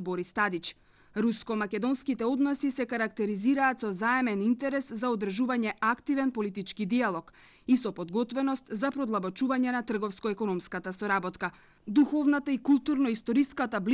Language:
Macedonian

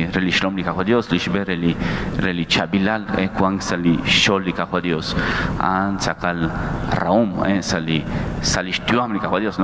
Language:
Kekchí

